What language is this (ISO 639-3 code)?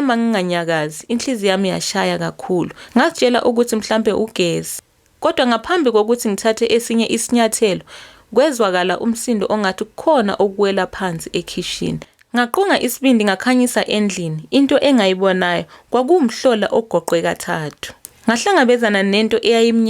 zul